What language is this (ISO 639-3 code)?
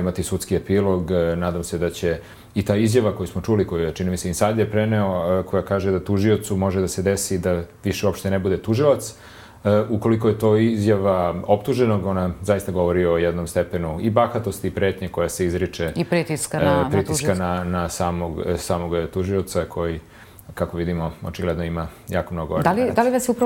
srp